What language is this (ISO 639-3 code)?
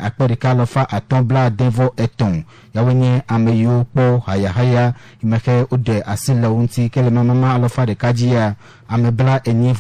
ewe